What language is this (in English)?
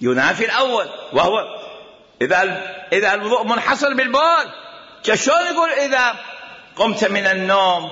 Mesopotamian Arabic